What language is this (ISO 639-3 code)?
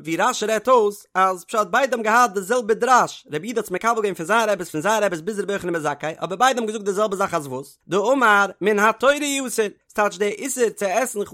yid